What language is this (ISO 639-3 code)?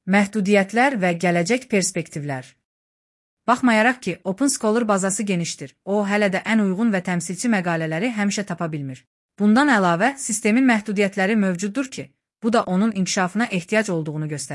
aze